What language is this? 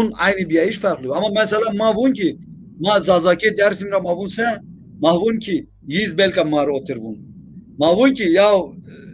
Zaza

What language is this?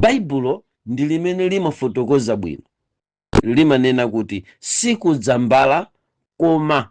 Nyanja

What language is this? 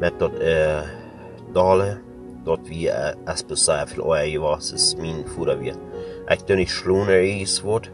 Plautdietsch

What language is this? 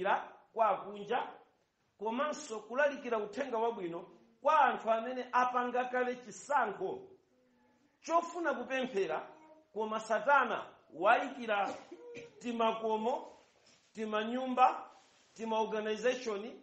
Nyanja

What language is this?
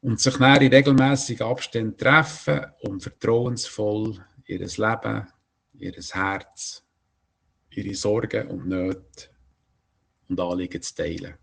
Swiss German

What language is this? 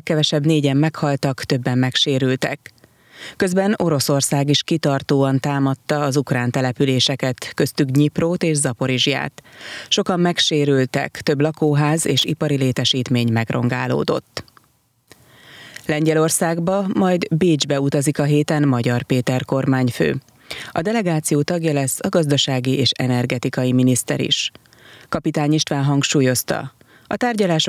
Hungarian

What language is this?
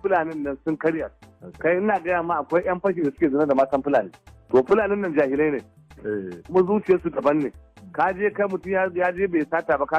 Hausa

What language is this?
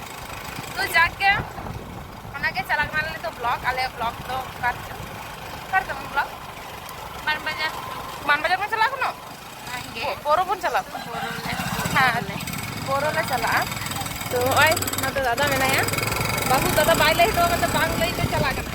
Santali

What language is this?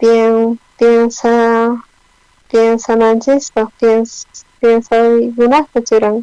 South Bolivian Quechua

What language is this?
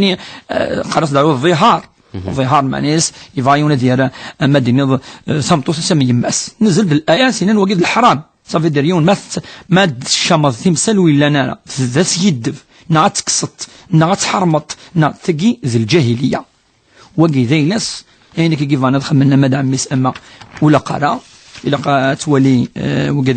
Kabyle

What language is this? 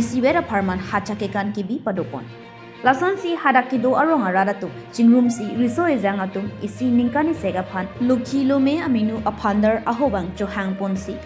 Karbi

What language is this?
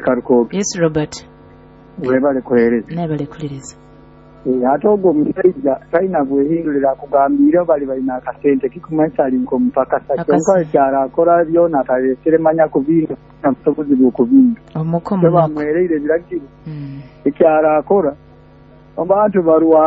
Nyoro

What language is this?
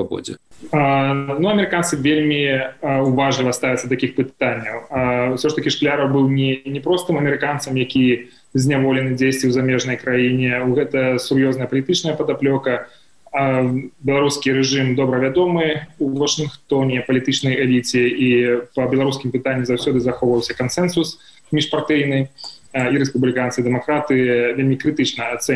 Belarusian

